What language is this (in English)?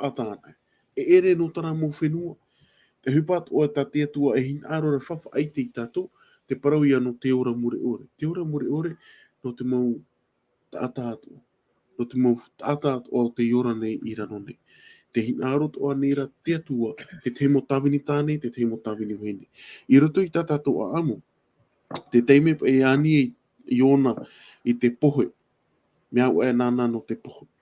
Tahitian